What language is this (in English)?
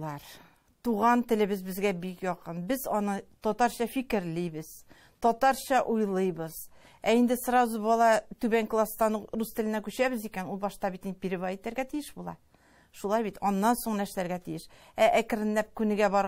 Tatar